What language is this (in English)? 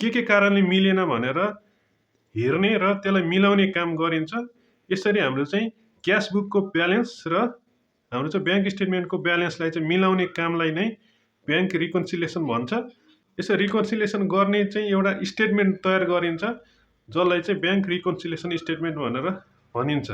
Nepali